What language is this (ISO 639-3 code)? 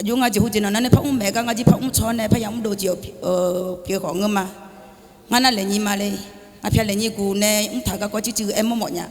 ahk